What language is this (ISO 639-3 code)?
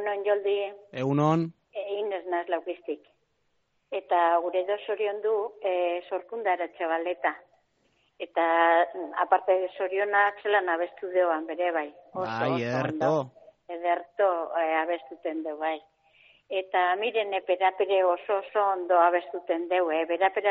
eus